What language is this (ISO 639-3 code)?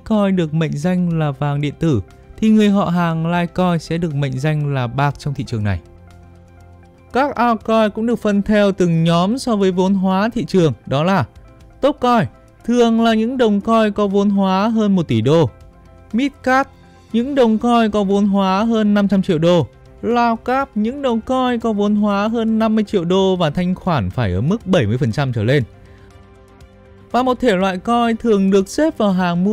vie